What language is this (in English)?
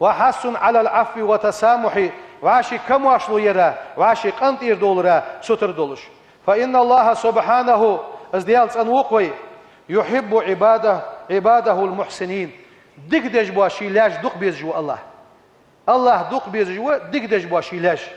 Ingush